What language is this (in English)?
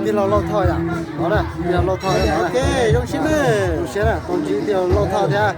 Hmong